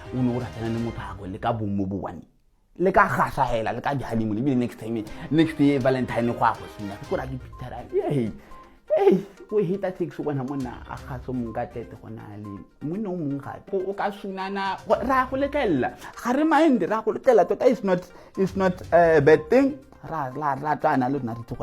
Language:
Tswana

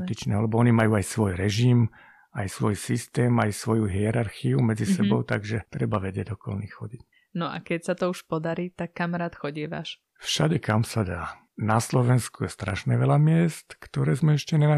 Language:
Slovak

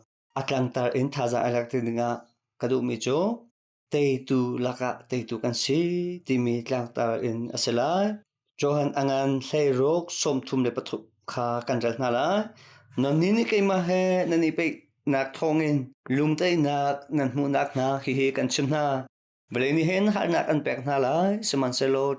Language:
Hakha Chin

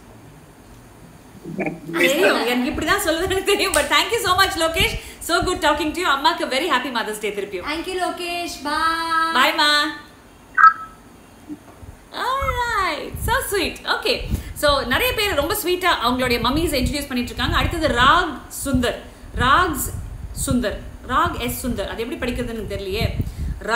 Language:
Tamil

